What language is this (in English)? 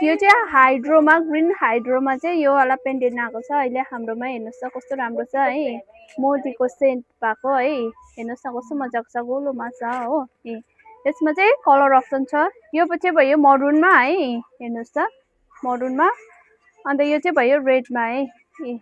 Nepali